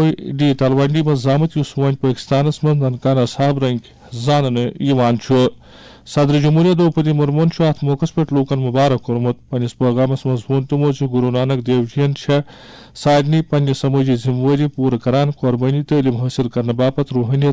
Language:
Kashmiri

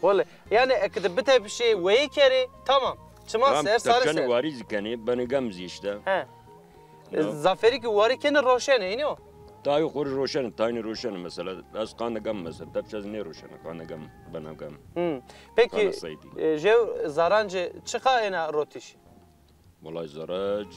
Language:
Zaza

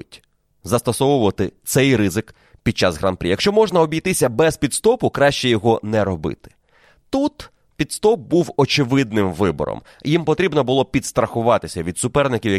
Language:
Ukrainian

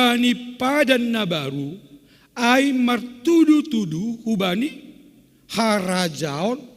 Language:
Batak Simalungun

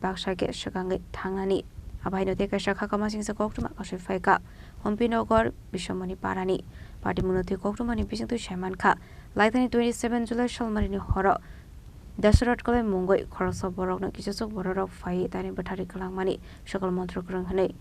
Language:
Kok Borok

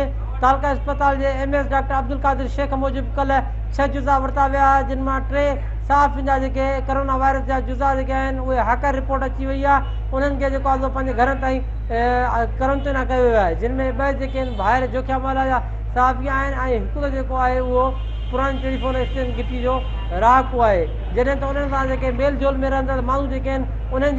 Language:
Sindhi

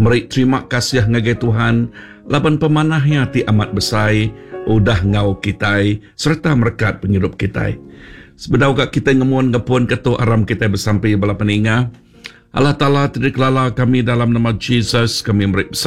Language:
Iban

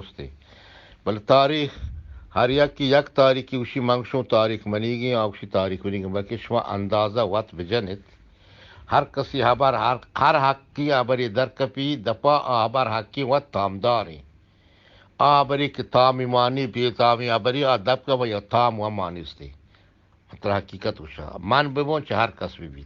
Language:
Eastern Balochi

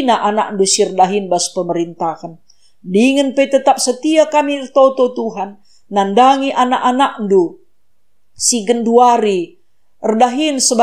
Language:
Batak Karo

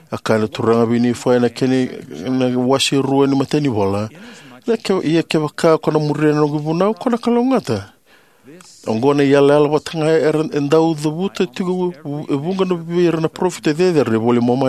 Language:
Fijian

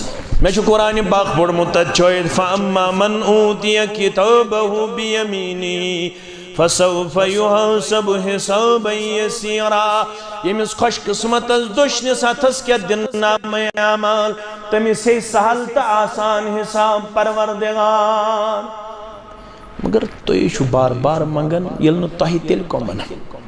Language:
Kashmiri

